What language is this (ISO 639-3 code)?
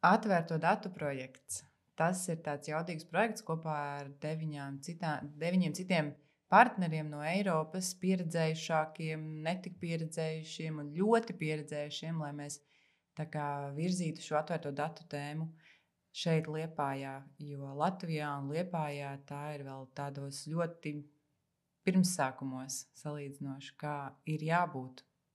lav